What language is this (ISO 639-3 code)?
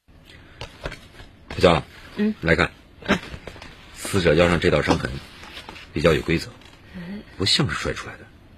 zho